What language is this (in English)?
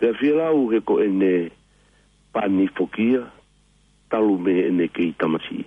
Tongan